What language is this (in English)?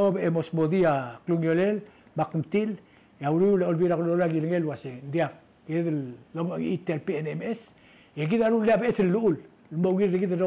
Palauan